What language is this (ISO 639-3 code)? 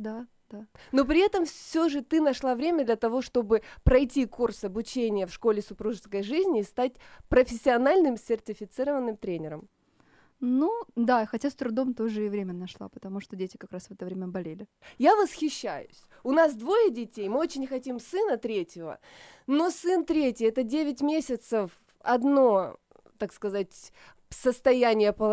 rus